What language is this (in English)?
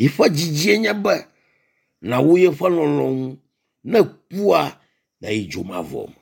Ewe